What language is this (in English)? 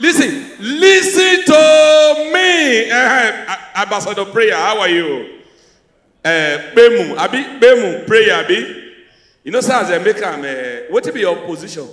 Nigerian Pidgin